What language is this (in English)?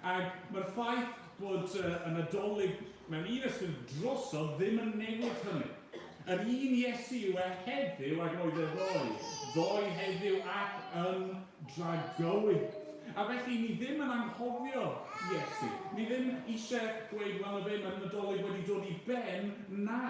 Welsh